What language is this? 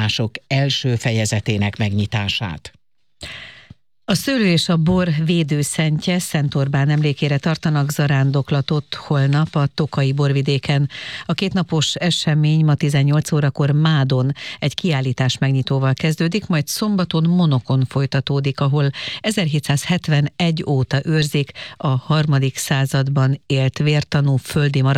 Hungarian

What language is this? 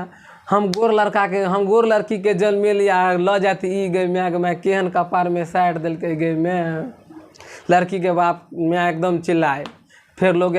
Maithili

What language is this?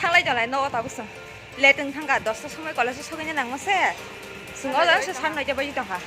Kok Borok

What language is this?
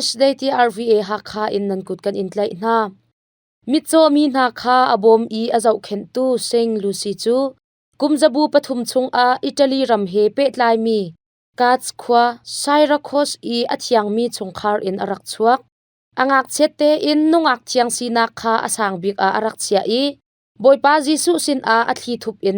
Hakha Chin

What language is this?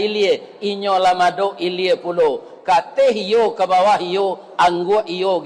Minangkabau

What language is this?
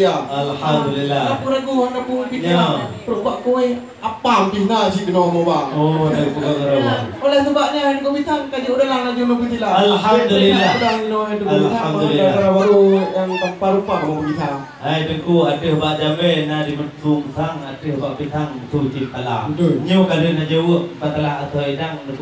Achinese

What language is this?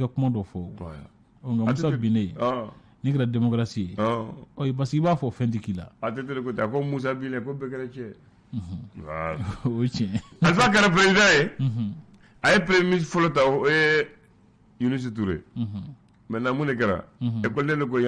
Bambara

